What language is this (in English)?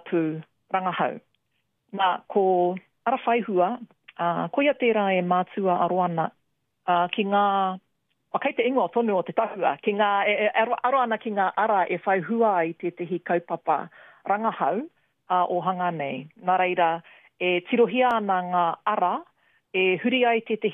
Māori